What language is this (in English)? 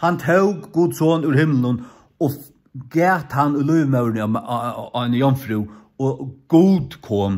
Faroese